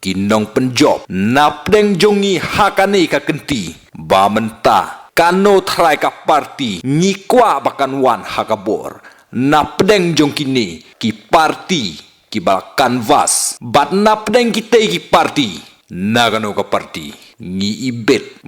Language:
Khasi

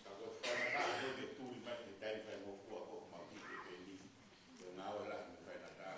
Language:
Tongan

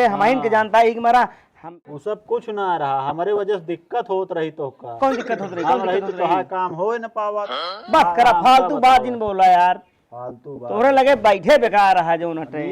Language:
Awadhi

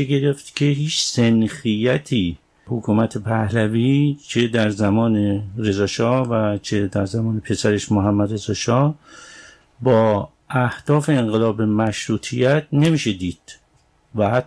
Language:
Persian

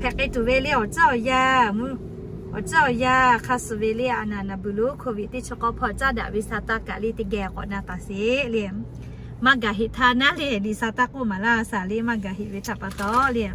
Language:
Lahu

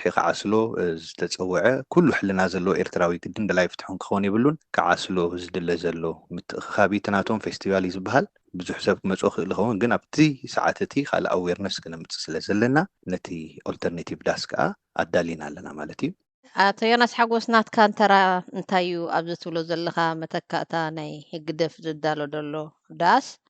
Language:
Tigrinya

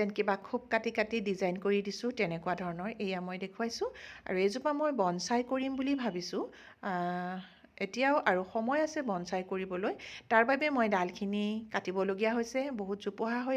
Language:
Assamese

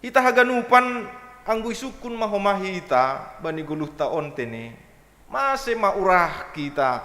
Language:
Batak Simalungun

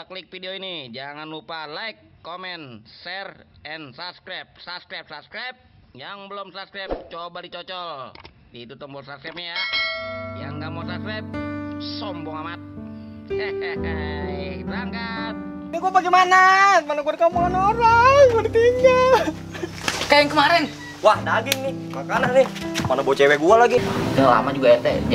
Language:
Betawi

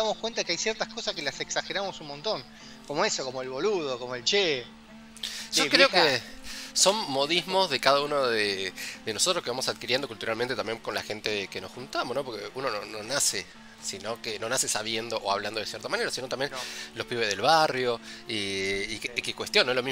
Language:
Spanish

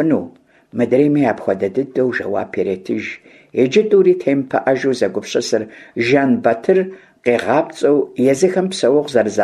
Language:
Kabardian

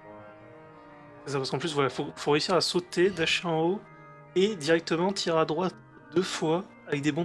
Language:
French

